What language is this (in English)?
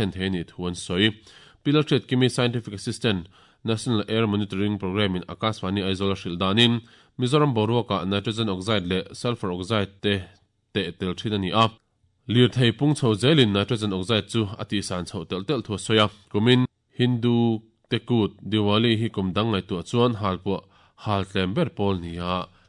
Mizo